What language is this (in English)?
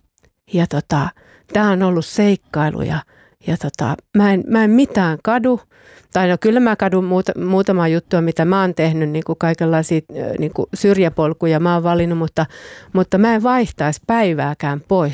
Finnish